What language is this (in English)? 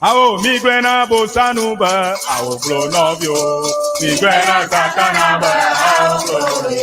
Ewe